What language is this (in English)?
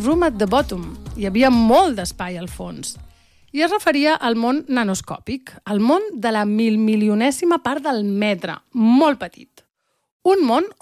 Catalan